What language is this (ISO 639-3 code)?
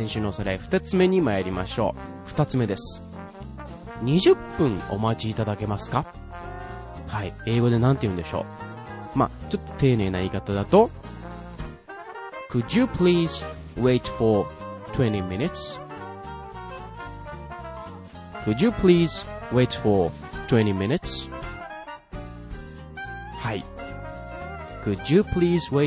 jpn